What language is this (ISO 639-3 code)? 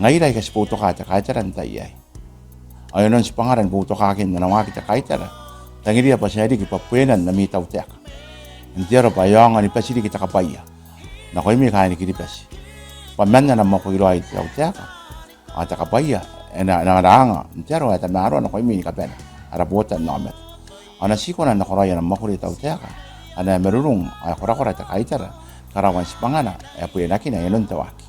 gil